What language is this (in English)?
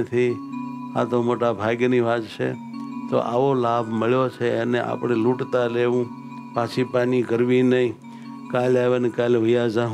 Gujarati